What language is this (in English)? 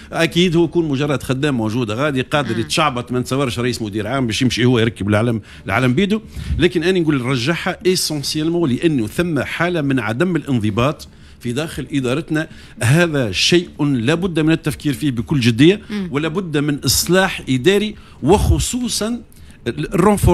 Tunisian Arabic